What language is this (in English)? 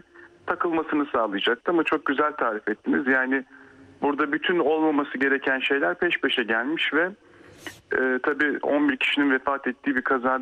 Turkish